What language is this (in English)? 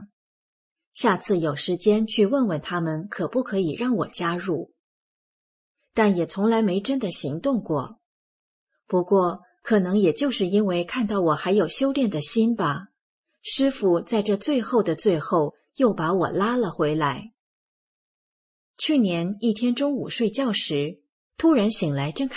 Chinese